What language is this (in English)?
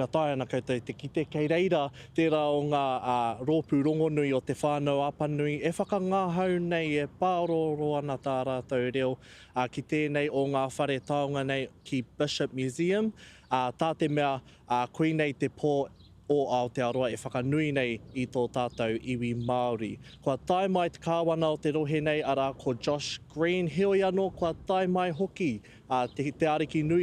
Māori